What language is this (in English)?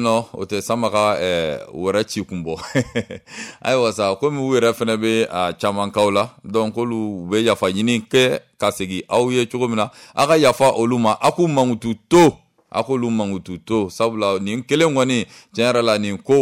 Bambara